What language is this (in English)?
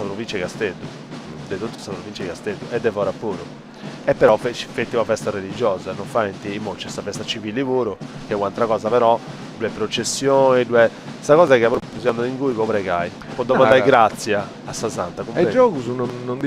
Sardinian